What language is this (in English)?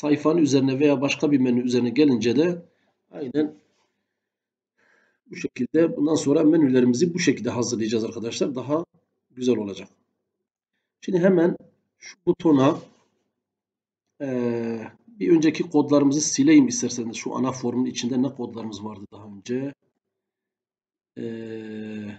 Turkish